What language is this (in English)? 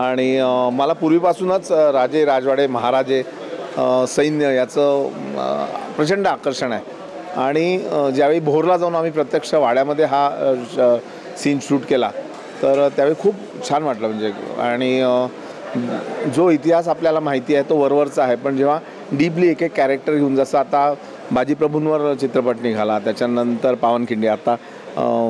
Marathi